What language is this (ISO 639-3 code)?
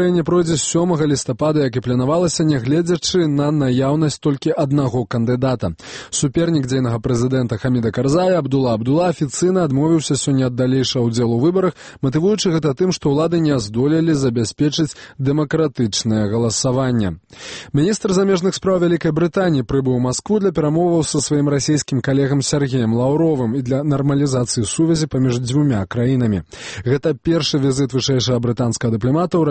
bel